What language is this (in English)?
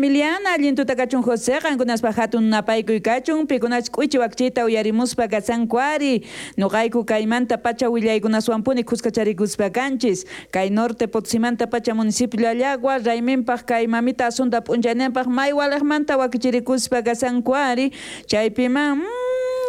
South Bolivian Quechua